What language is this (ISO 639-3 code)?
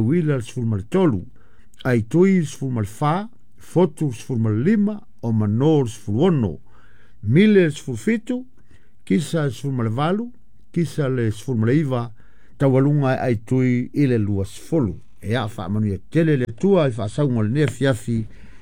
smo